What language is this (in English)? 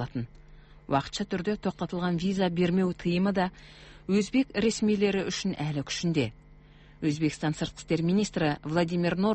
Kazakh